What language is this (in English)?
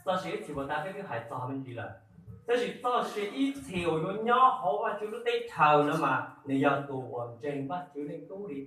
Hmong